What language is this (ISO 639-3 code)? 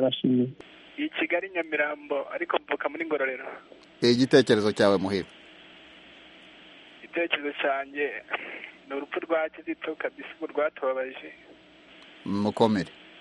kin